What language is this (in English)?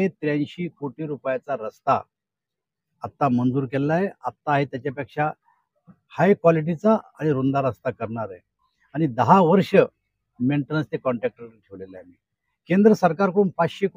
Marathi